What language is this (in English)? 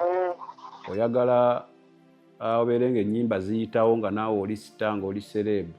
Ganda